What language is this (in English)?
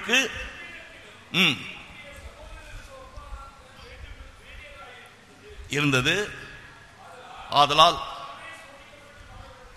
Tamil